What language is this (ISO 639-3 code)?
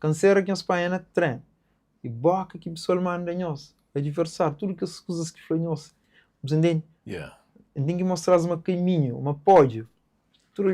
kea